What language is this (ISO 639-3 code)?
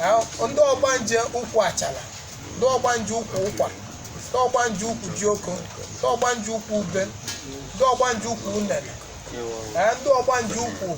ibo